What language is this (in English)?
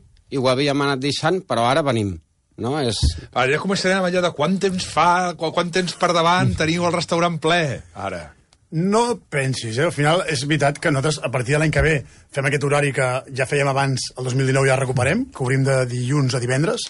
Catalan